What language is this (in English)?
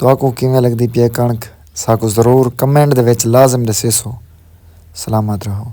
Saraiki